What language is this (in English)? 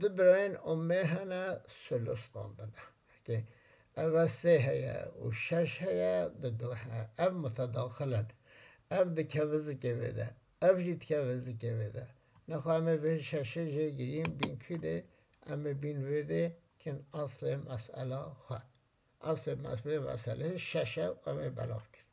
Kurdish